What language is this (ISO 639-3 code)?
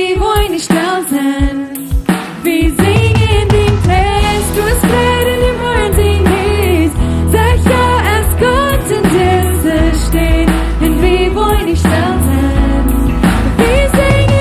pdt